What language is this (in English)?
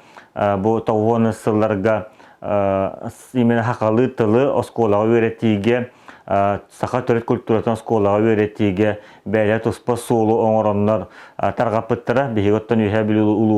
Yakut